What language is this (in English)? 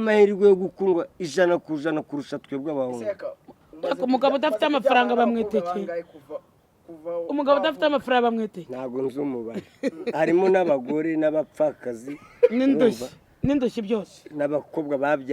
Kinyarwanda